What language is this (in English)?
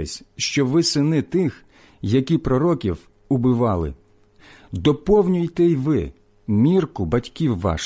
Ukrainian